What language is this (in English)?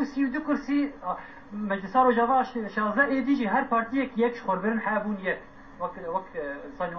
Kurdish